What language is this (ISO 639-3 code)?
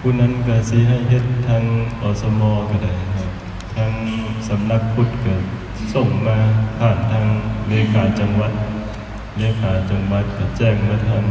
lao